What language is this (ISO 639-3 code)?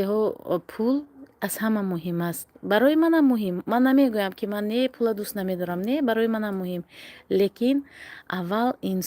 tgk